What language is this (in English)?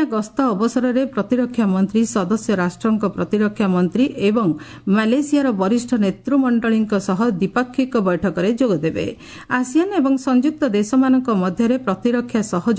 Odia